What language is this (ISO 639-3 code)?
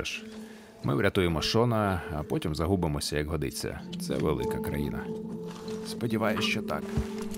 ukr